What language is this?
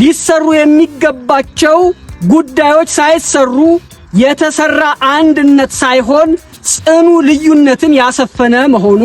Amharic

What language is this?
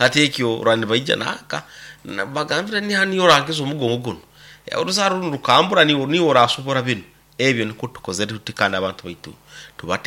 Nyoro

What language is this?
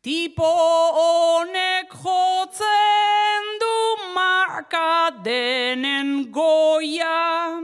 Basque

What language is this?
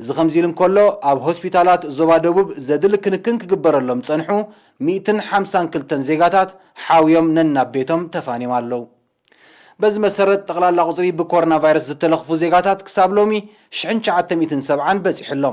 Tigrinya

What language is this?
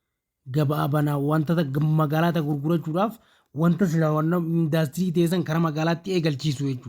Oromo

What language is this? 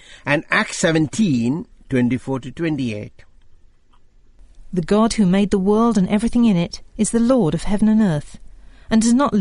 English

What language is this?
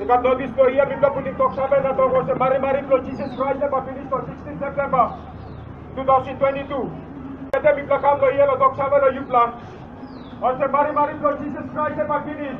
Tok Pisin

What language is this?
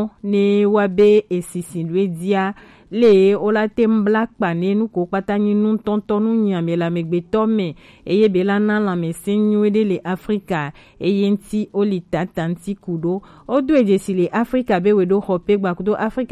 Gen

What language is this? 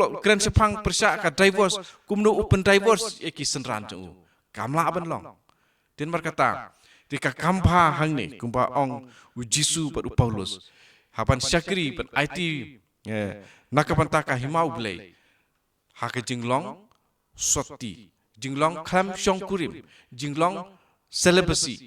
Khasi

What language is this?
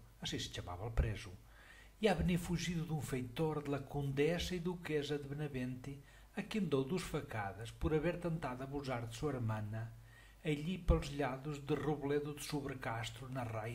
Mirandese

